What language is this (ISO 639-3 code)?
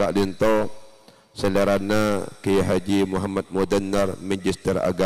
mad